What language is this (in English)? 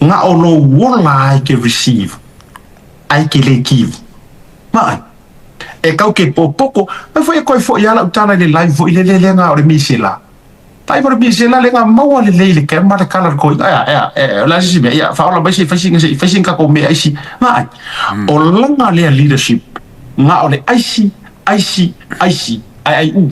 Samoan